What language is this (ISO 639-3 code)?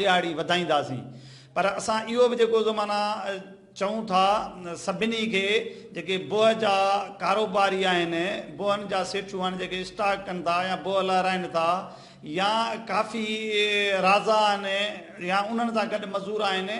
snd